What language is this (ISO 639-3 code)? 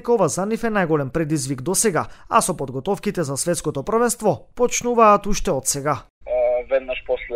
mkd